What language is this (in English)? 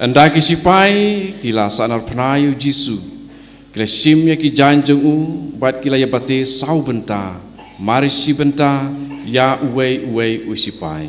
Khasi